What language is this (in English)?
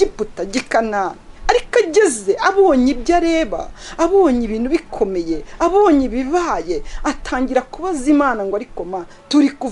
Kinyarwanda